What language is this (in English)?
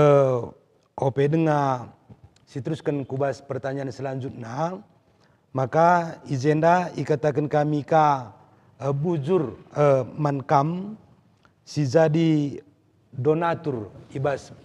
Batak Karo